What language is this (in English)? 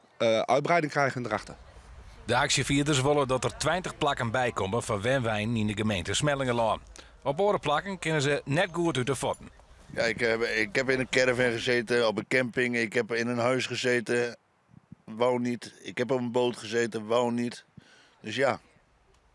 Western Frisian